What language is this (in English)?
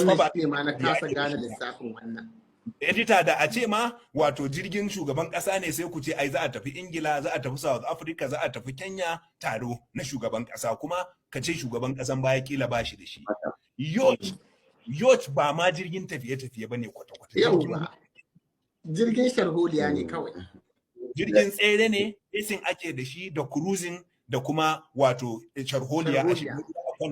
Hausa